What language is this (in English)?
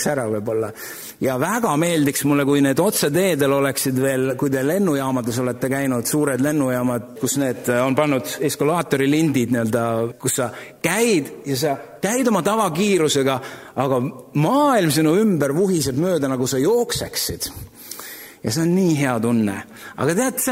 Estonian